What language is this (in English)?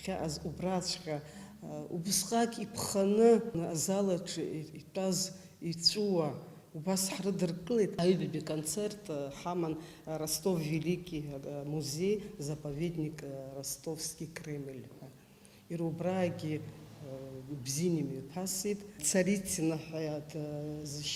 Abkhazian